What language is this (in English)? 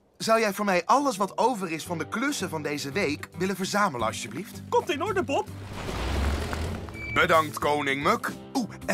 Dutch